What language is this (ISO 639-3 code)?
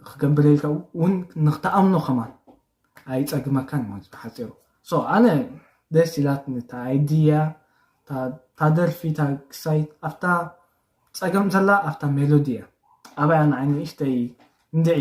tir